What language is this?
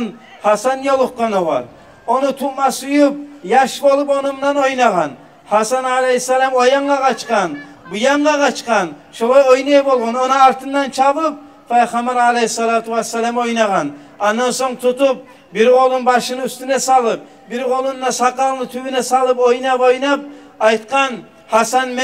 Kumyk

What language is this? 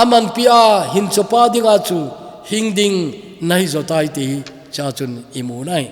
Thado Chin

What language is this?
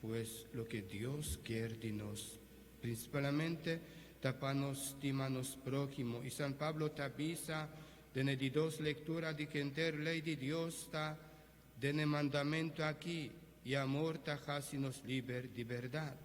Papiamento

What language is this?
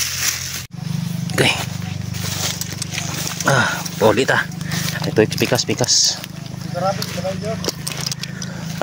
Filipino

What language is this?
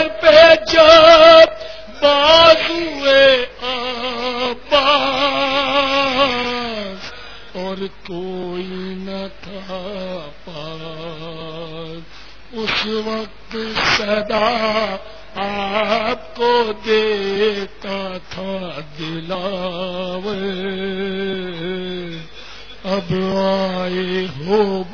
Urdu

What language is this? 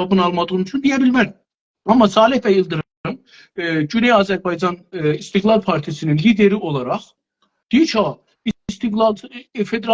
South Azerbaijani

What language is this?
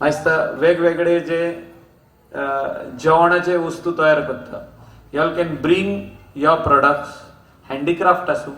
Konkani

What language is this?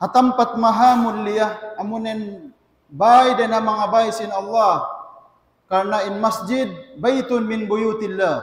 Tausug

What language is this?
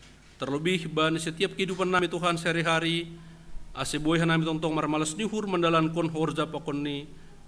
Batak Simalungun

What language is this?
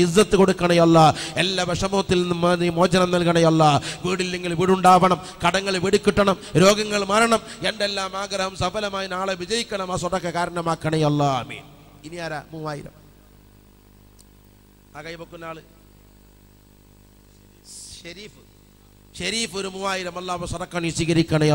Malayalam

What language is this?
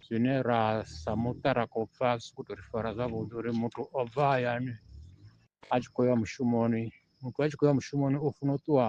Venda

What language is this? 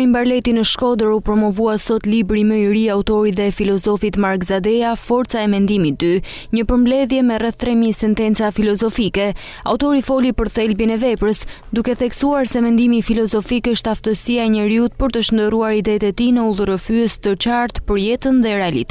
Albanian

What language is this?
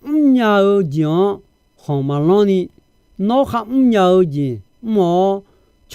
Akha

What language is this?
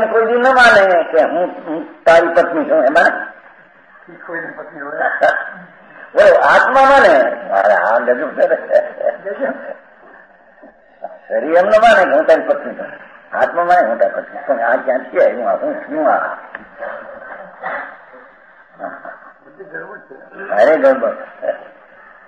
Gujarati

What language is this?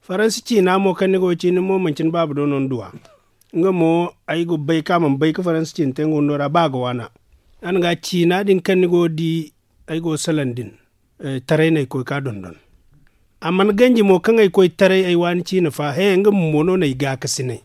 Zarma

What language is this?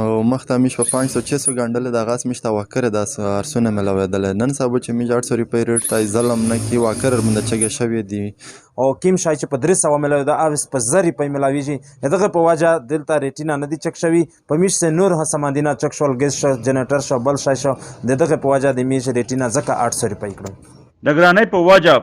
Pashto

